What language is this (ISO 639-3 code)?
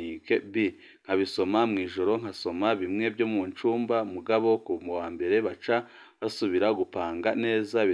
run